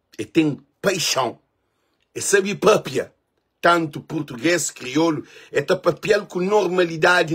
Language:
Kabuverdianu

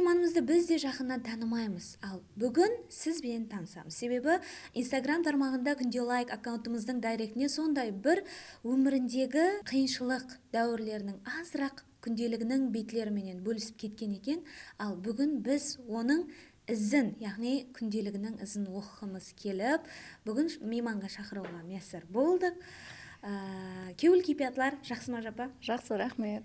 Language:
Kara-Kalpak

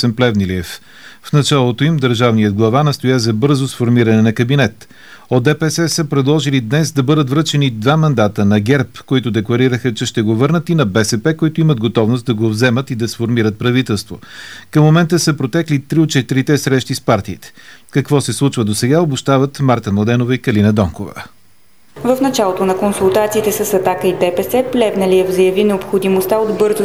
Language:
Bulgarian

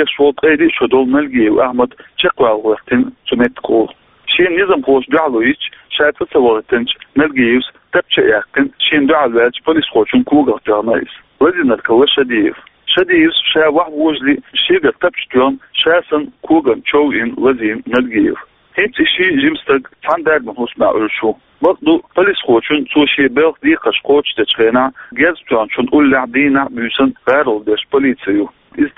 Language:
Chechen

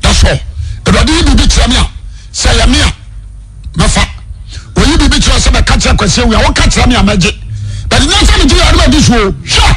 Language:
Akan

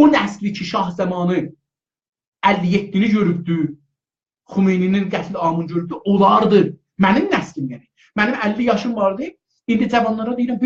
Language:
South Azerbaijani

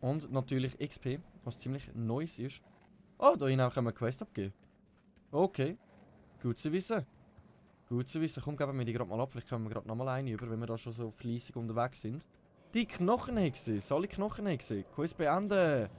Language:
Swiss German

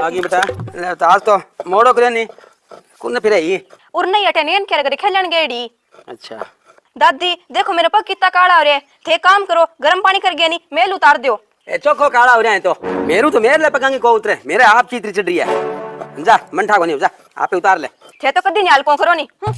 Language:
Haryanvi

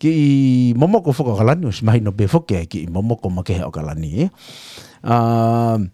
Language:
Tongan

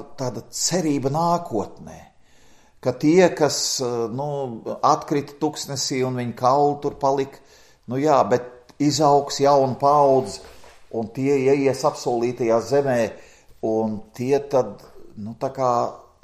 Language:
Latvian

